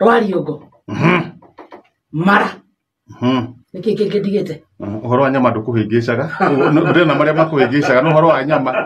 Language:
Kikuyu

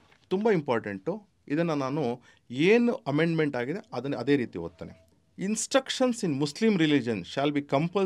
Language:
Kannada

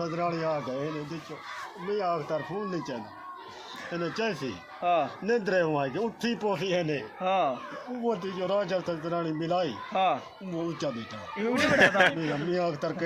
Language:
Saraiki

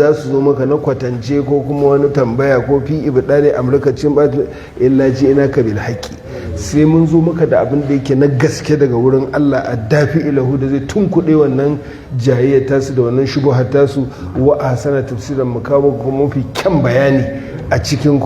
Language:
Hausa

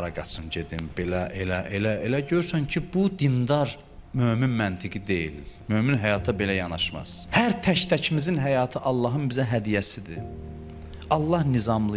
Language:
Azerbaijani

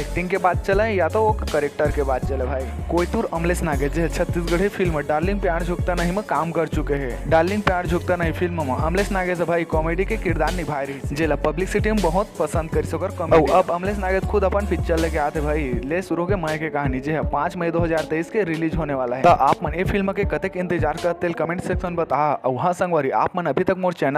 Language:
Chhattisgarhi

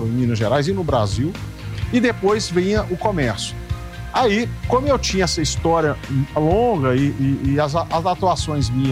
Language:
Portuguese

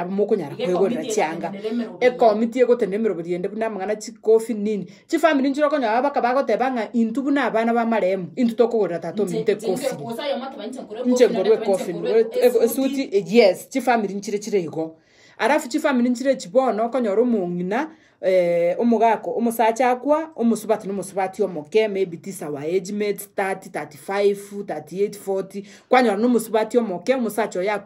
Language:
Gusii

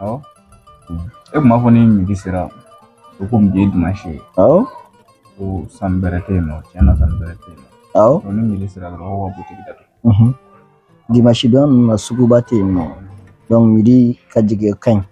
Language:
Bambara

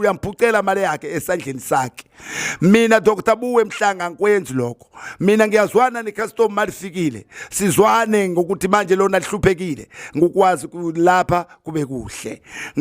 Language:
Zulu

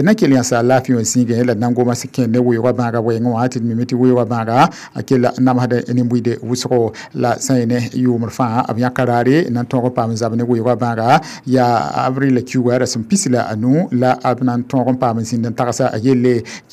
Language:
Mossi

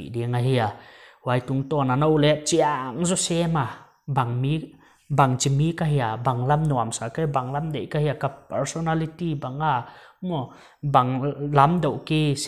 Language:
Paite Chin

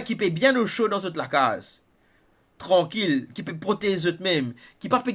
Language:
Morisyen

